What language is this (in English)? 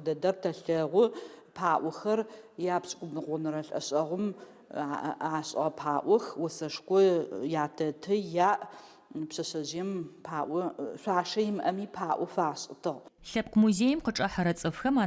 Adyghe